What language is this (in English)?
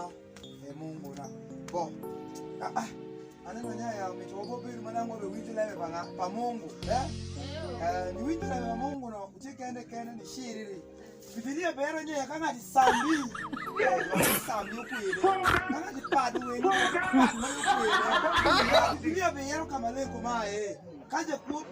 Alur